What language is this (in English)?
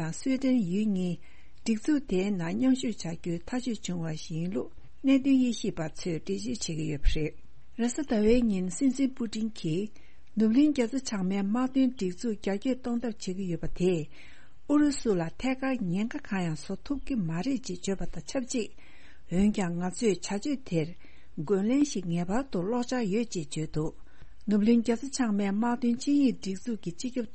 Tibetan